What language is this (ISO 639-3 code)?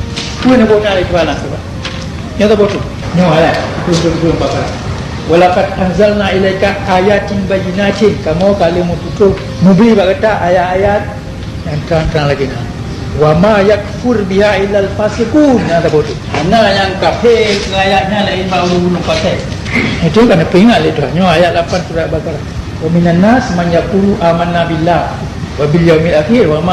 ace